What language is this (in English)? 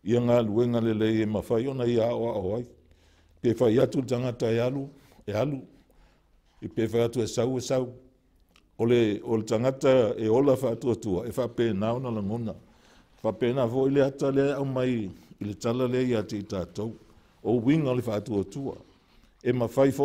Samoan